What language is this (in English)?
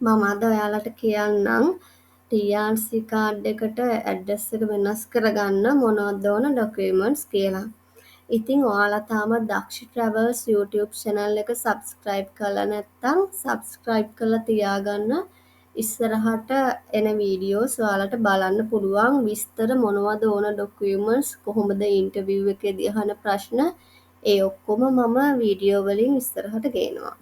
Sinhala